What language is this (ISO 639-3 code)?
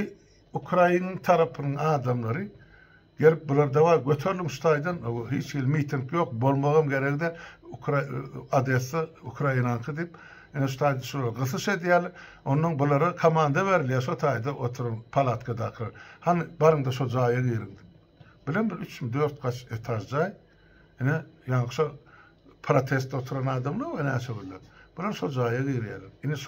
tuk